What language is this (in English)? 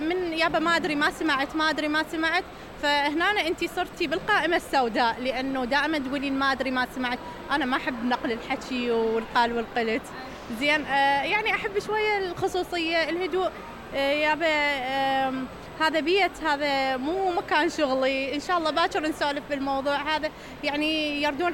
Mesopotamian Arabic